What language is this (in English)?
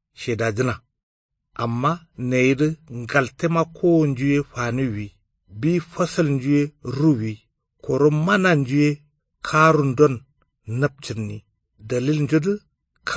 Kanuri